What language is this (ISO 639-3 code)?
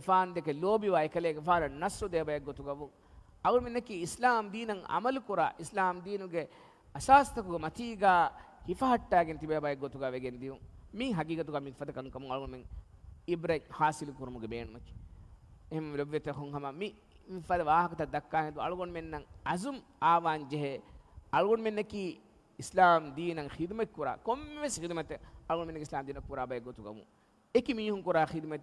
div